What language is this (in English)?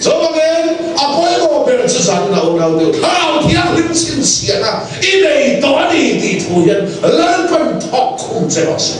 Mizo